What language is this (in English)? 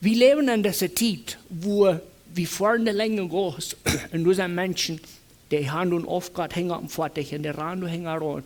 Plautdietsch